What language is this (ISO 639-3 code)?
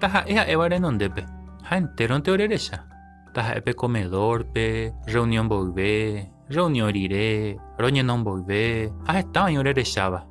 grn